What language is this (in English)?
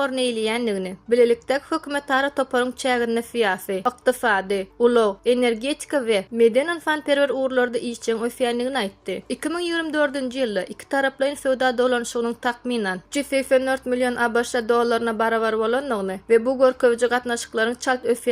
Turkmen